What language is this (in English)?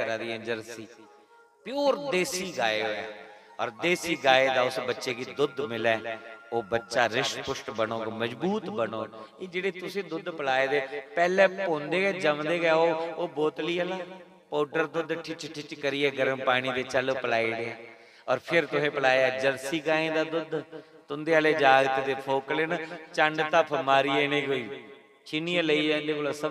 Dogri